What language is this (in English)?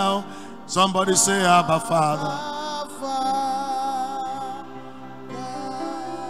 English